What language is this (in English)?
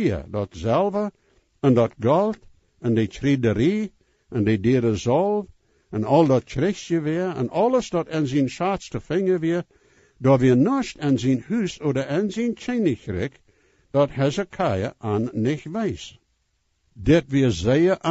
Plautdietsch